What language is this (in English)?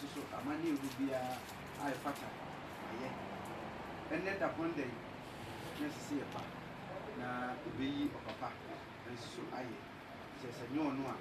Akan